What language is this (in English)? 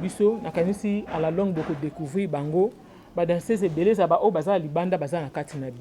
Lingala